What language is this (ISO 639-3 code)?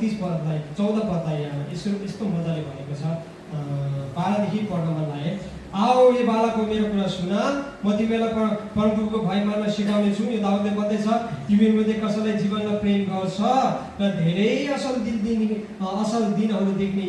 nep